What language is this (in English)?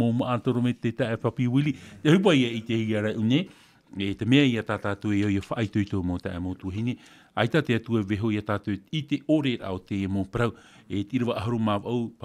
Tahitian